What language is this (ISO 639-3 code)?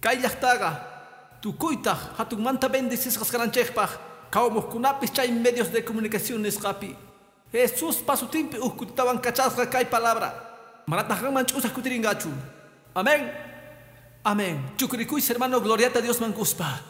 que